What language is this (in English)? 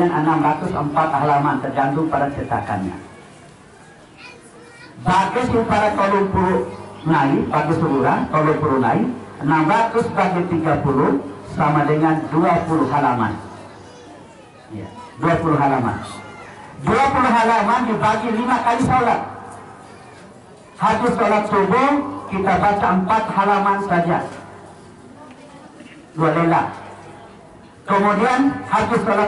Indonesian